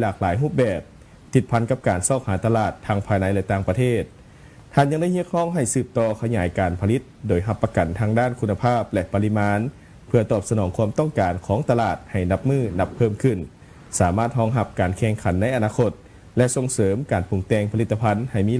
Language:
Lao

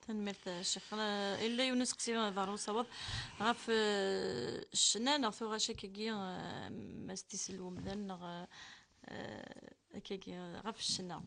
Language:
Kabyle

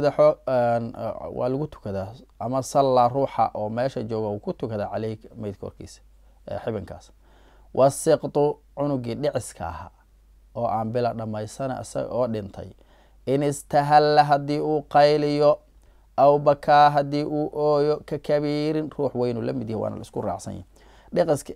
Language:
Somali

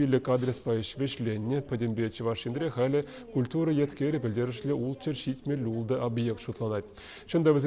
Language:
Chuvash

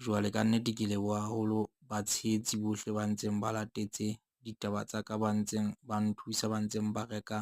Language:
Southern Sotho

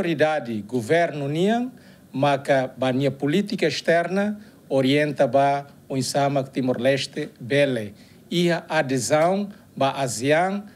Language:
Tetum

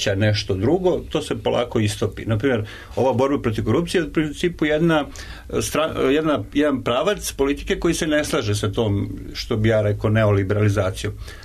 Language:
Serbian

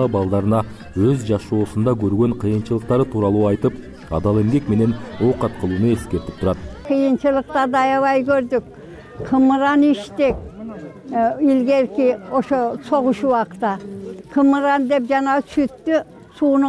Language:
Kyrgyz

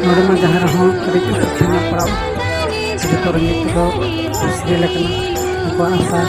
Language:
Santali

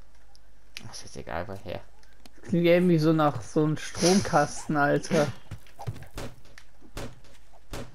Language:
German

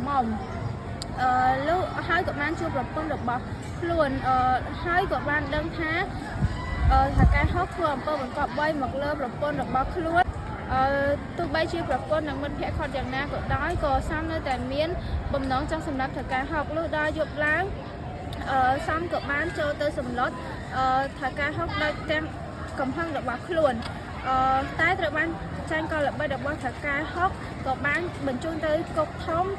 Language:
Khmer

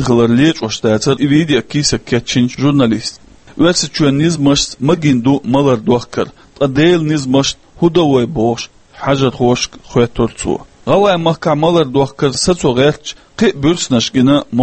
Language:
Chechen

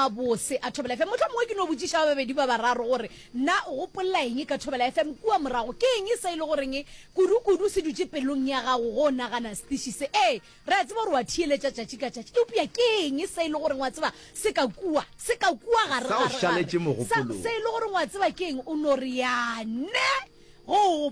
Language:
Northern Sotho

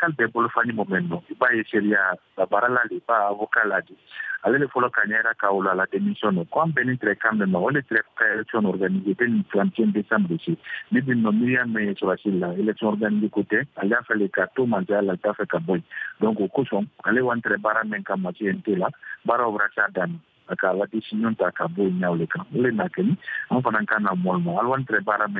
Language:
Bambara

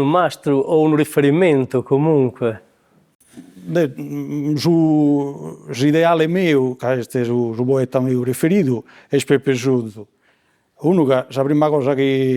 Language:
Sardinian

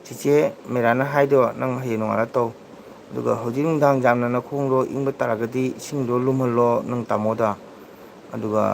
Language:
Manipuri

